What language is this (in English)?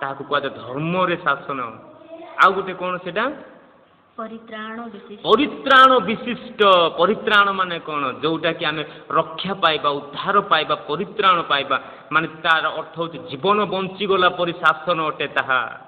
Odia